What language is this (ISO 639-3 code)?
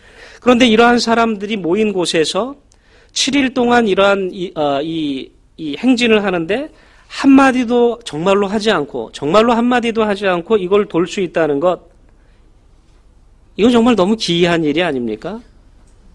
kor